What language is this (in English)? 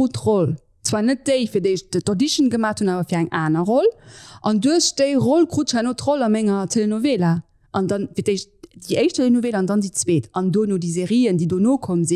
Luxembourgish